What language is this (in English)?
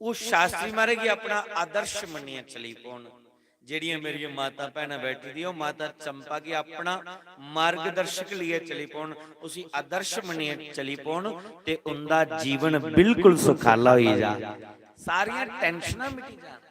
Dogri